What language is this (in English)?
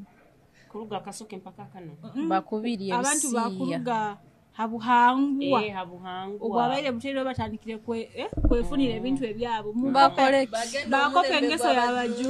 Nyoro